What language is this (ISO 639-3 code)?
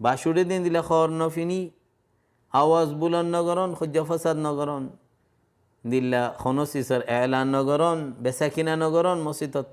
rhg